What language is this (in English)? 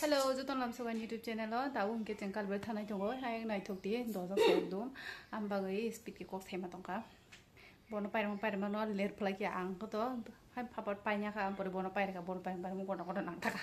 Kok Borok